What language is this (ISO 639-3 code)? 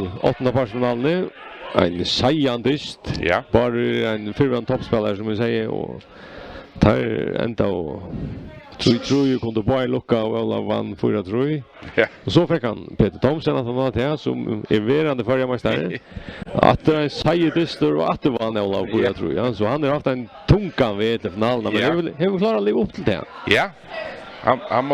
fao